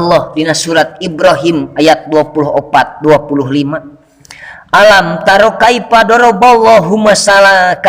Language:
Sundanese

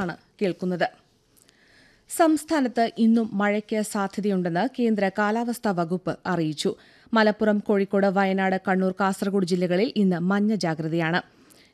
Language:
Malayalam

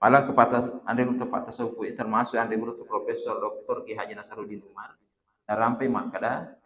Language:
Buginese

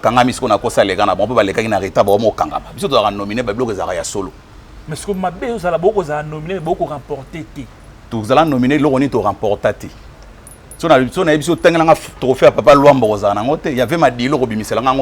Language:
Lingala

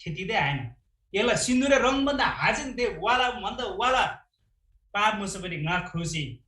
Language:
Eastern Tamang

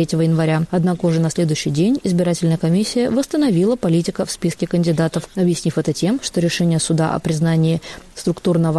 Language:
Russian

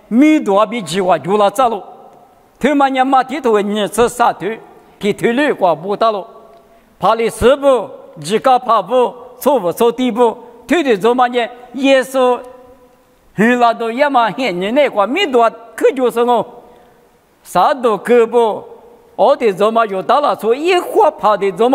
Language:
Lisu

